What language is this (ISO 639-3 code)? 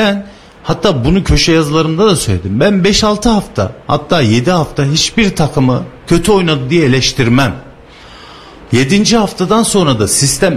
tur